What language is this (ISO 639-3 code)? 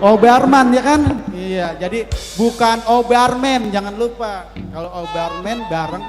bew